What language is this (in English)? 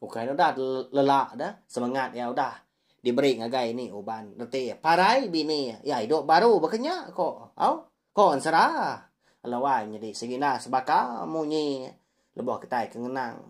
Iban